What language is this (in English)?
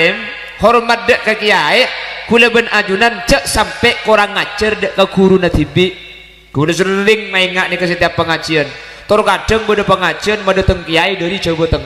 Madurese